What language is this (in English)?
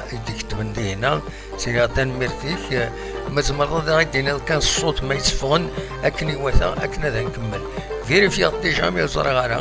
Kabyle